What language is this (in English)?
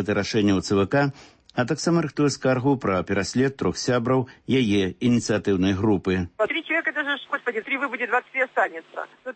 Belarusian